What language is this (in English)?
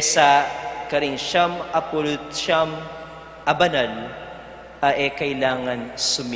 Pampanga